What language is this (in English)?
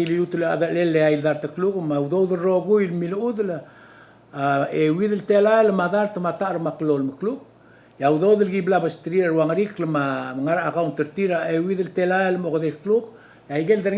Palauan